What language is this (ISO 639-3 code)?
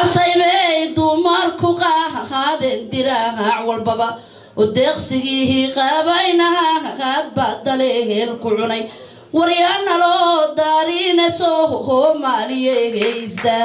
som